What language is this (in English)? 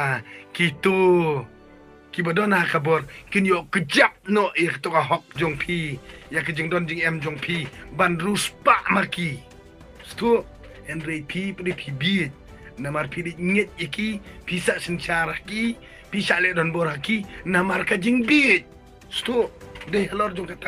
Khasi